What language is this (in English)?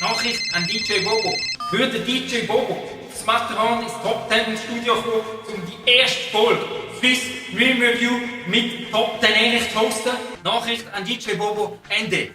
Swiss German